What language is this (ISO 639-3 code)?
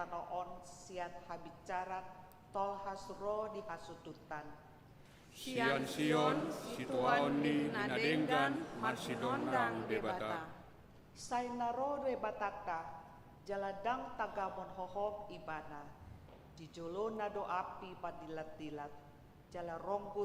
bbc